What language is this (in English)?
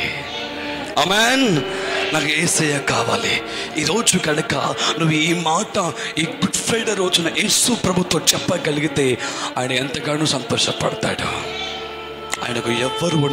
Telugu